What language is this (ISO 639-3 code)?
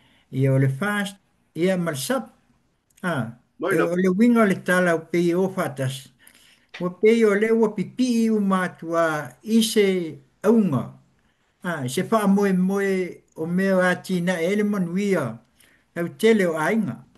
smo